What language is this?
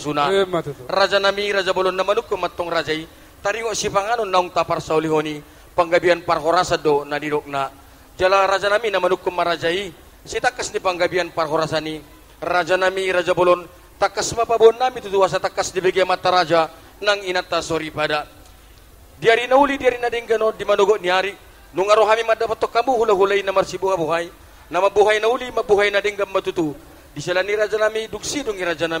Batak Toba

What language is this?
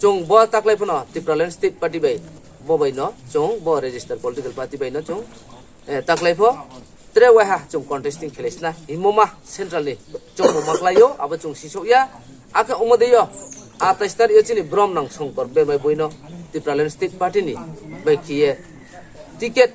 Riang (India)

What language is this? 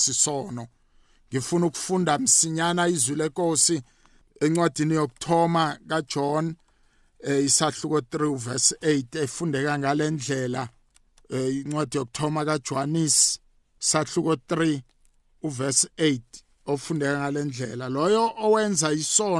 South Ndebele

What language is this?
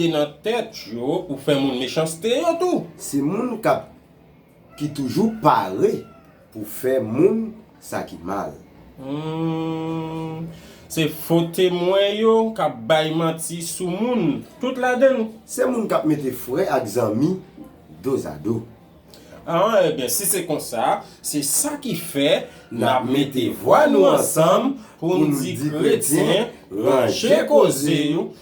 Haitian Creole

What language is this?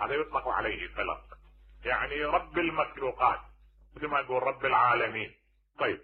Mesopotamian Arabic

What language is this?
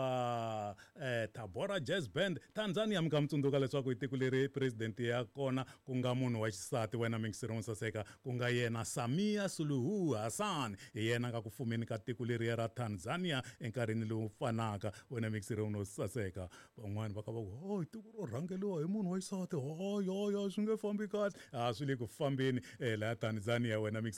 Tsonga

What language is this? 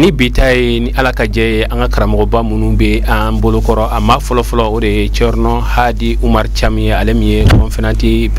Bambara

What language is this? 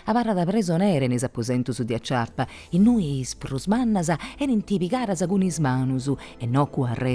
Sardinian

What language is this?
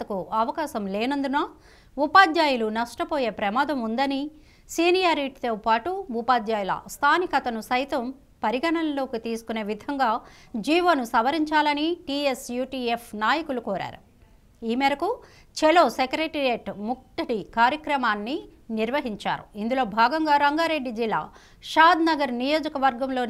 Telugu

